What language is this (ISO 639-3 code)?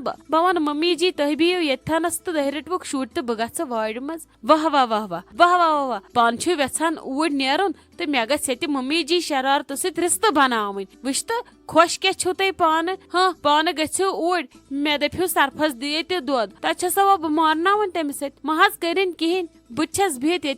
kas